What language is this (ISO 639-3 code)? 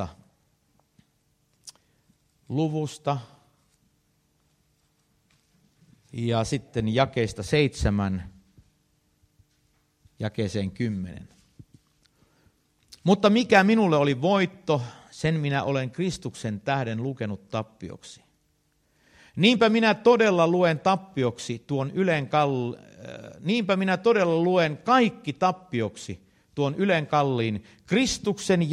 fin